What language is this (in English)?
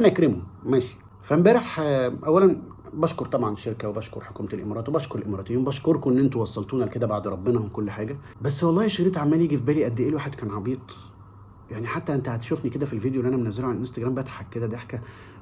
Egyptian Arabic